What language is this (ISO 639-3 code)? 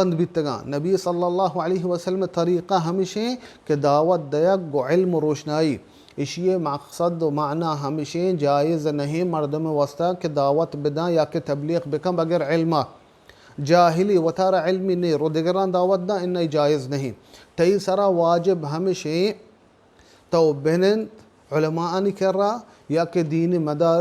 bal